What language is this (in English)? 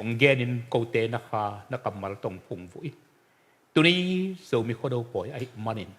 Tedim Chin